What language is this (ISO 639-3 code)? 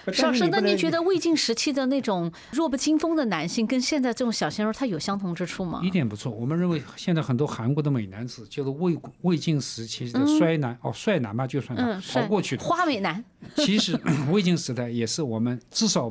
zho